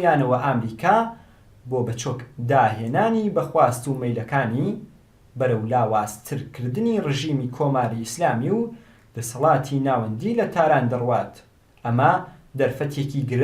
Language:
Central Kurdish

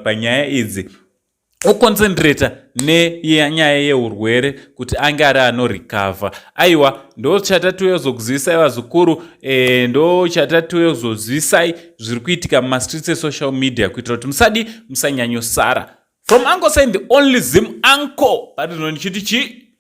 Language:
Shona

